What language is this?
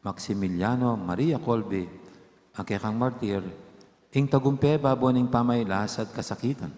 Pampanga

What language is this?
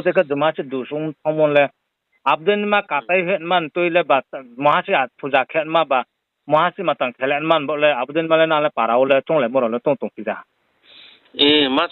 Riang (India)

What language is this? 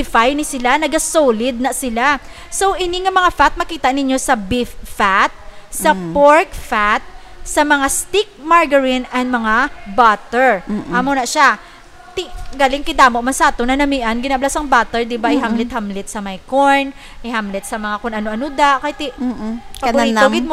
Hiligaynon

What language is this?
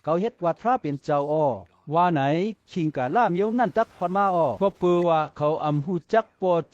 Shan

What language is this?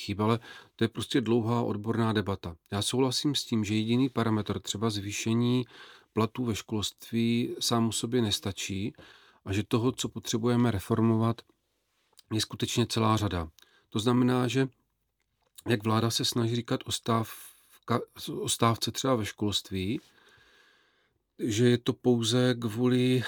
Czech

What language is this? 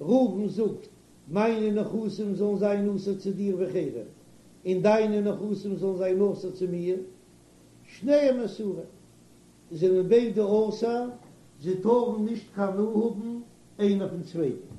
Yiddish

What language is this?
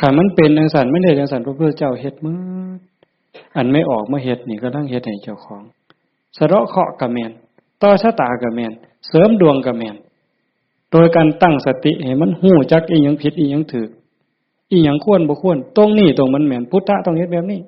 Northeastern Thai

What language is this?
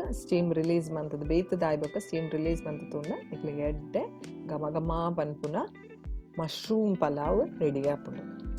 Tulu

